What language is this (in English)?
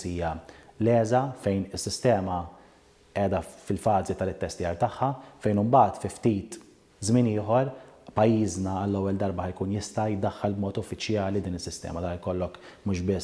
Maltese